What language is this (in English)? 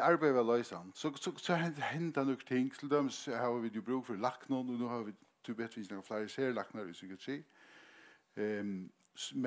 Faroese